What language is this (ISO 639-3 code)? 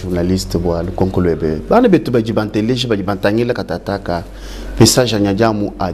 lua